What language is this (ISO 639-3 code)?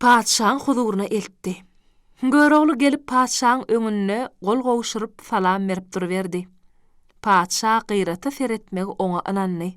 tuk